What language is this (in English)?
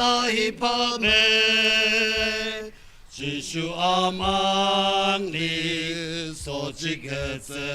Tangkhul Naga (India)